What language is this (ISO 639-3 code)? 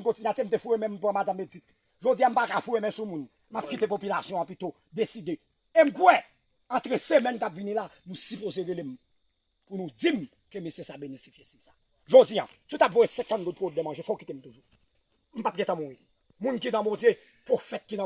hat